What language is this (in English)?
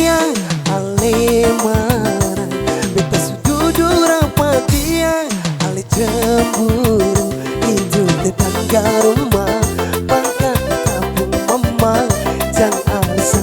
Ambonese Malay